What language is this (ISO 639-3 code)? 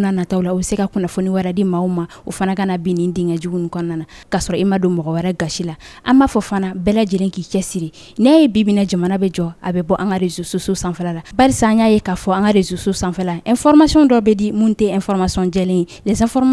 bam